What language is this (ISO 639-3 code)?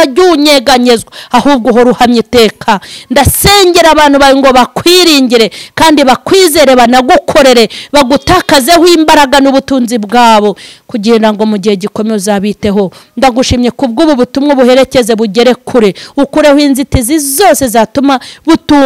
kin